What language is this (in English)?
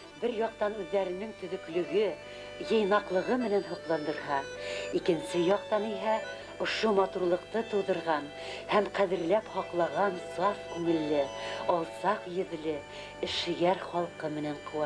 Bashkir